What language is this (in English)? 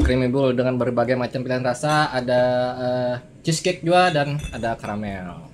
Banjar